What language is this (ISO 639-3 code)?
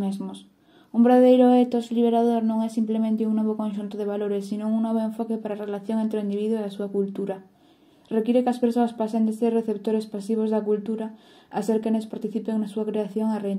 glg